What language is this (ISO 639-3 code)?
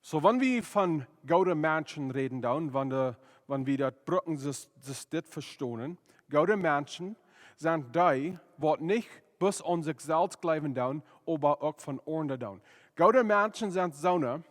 pdt